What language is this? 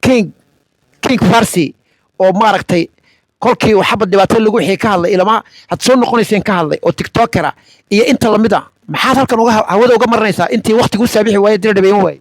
Somali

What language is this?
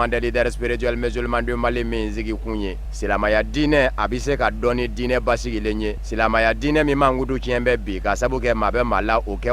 Bambara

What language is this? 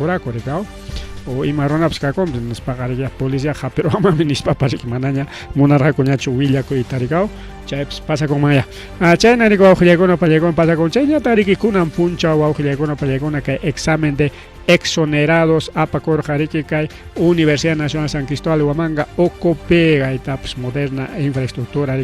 Ayacucho Quechua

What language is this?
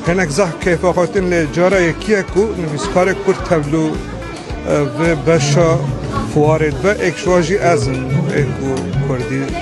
Kurdish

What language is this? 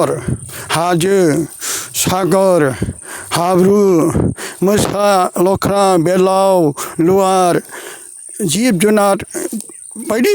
Bodo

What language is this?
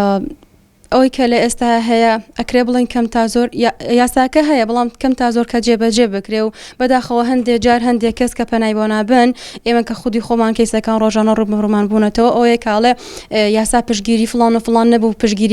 Central Kurdish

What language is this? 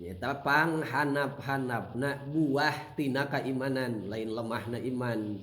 Sundanese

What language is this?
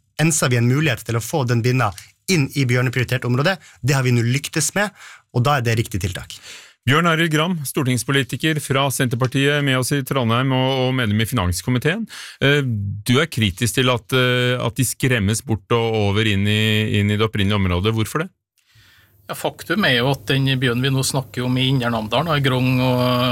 Norwegian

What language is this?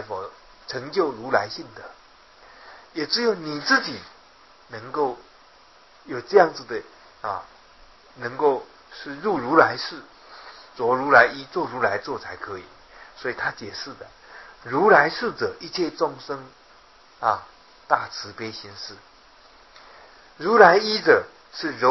Chinese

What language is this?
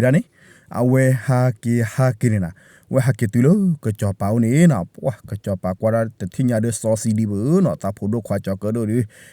S'gaw Karen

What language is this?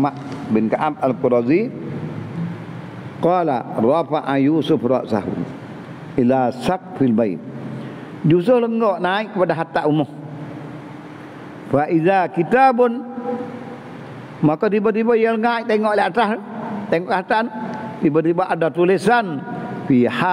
Malay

